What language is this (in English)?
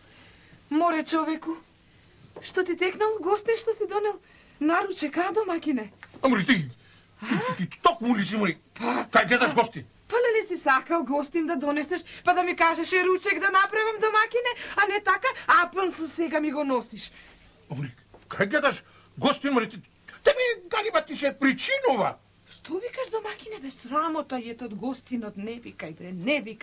Macedonian